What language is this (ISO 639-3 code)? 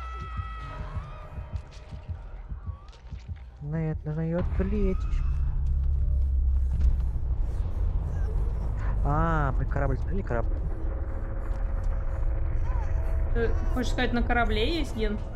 rus